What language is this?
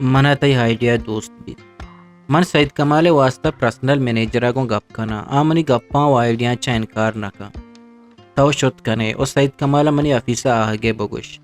Eastern Balochi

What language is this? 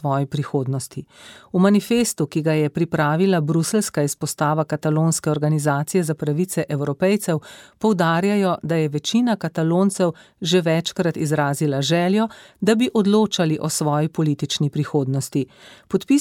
Slovenian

